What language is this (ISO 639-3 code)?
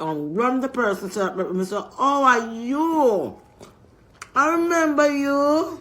jam